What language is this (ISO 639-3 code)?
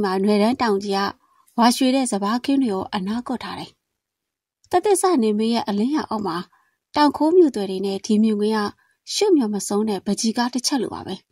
mya